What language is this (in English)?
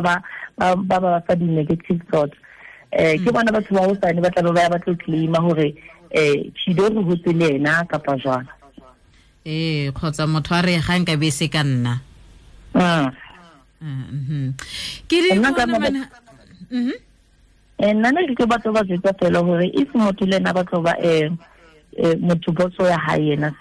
Tswana